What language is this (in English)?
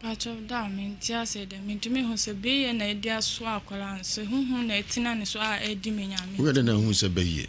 Akan